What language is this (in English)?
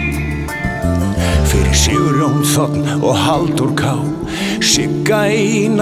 Icelandic